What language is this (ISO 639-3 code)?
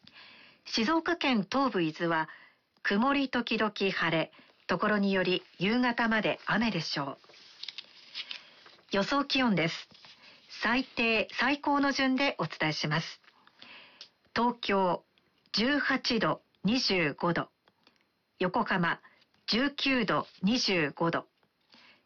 jpn